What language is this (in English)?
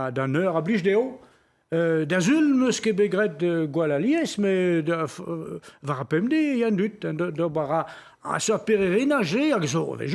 Breton